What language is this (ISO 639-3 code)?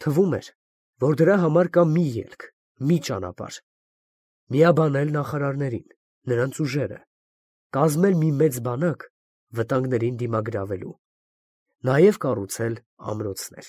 hye